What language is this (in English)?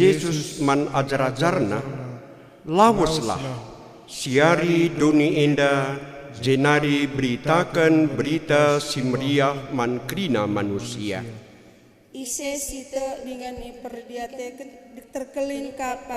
Batak Karo